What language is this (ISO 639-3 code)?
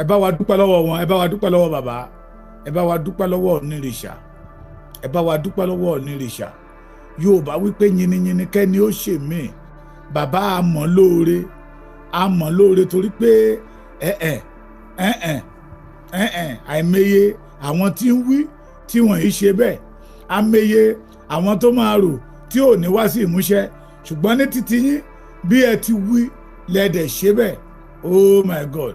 yor